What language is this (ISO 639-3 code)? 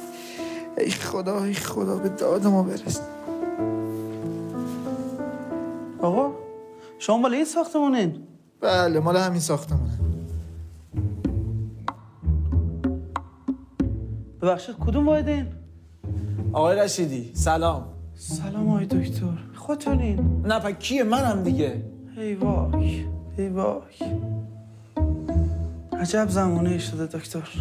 fas